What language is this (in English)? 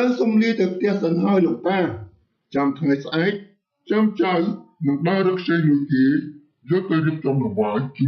Khmer